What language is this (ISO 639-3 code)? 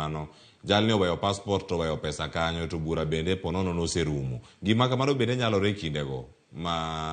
luo